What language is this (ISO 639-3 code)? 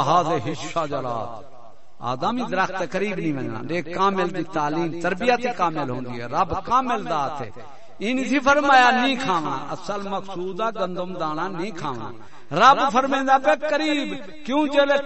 skr